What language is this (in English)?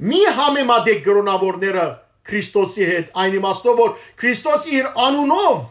Western Armenian